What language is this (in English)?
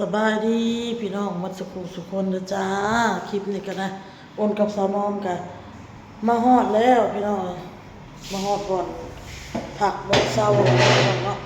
Lao